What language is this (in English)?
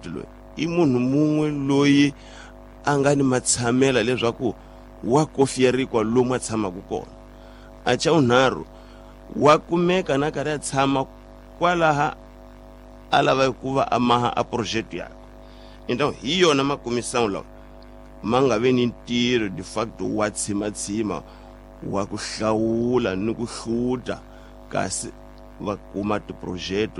Tsonga